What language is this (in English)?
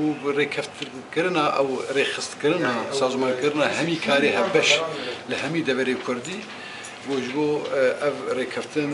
Kurdish